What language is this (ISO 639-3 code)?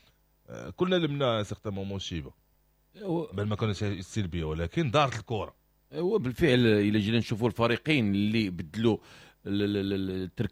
ary